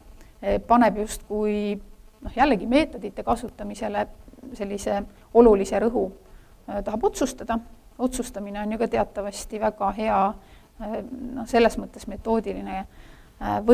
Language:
Estonian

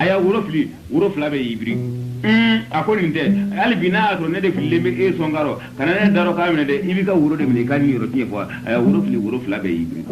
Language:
Bambara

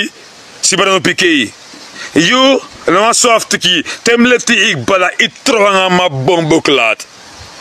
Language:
Sranan Tongo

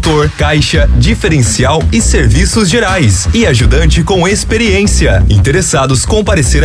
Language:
Portuguese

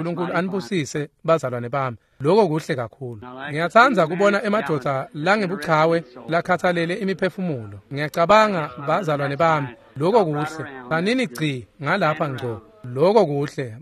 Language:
Swati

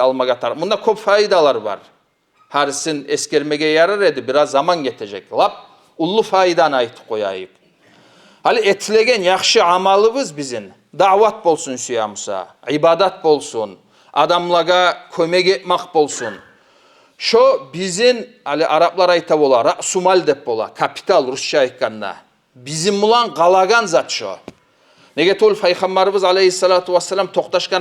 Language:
Kumyk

